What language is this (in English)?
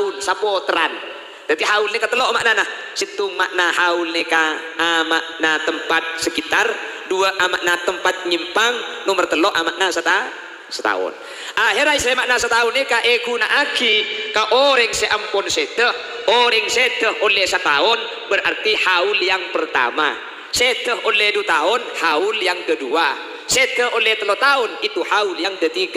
Madurese